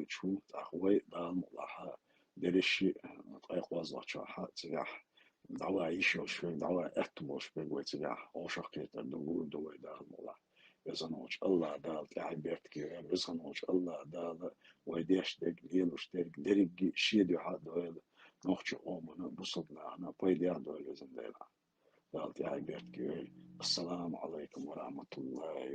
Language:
Chechen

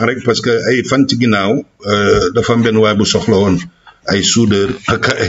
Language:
Wolof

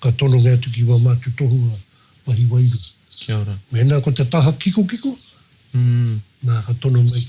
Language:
Māori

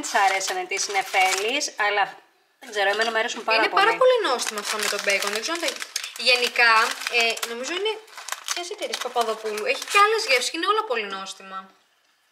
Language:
Greek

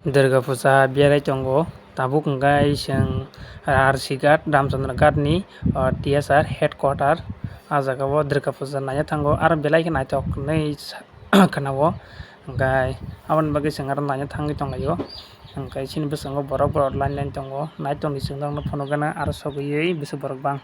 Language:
Kok Borok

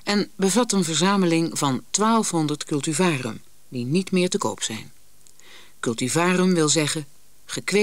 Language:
Dutch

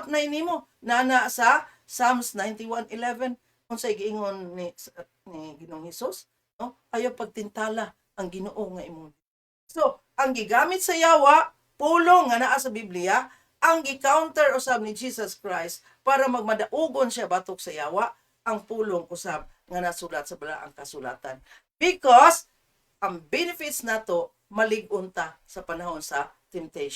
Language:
Cebuano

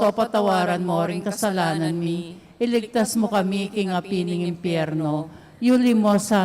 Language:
Pampanga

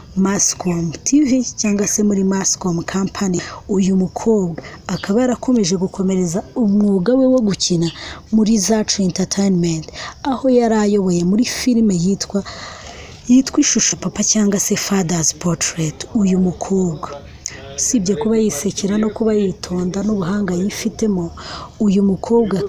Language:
Kinyarwanda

